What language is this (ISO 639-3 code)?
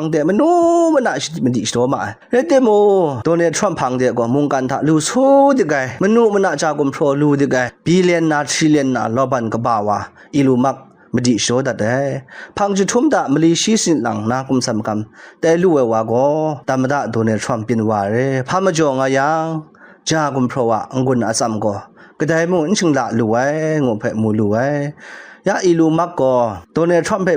kac